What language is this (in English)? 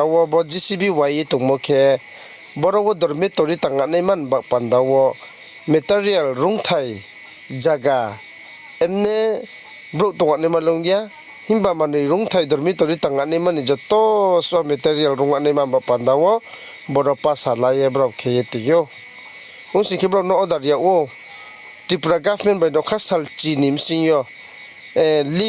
Riang (India)